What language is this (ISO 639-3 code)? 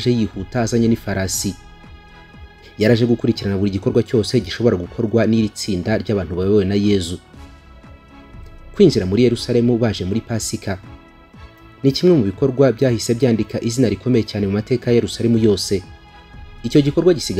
kin